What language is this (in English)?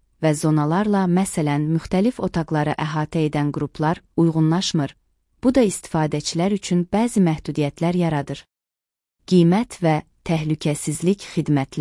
Azerbaijani